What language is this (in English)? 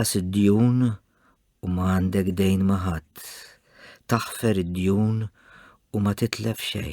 Maltese